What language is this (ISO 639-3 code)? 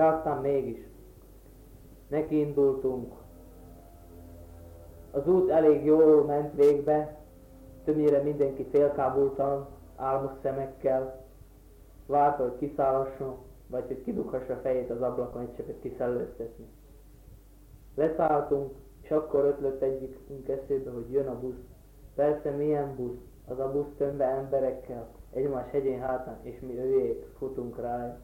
hun